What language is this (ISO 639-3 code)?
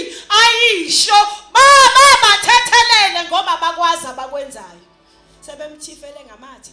zul